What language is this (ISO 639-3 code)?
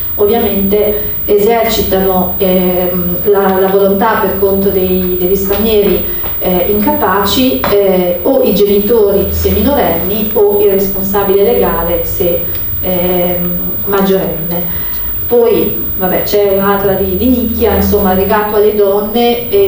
ita